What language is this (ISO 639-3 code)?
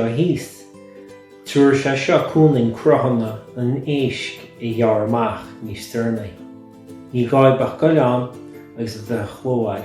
gle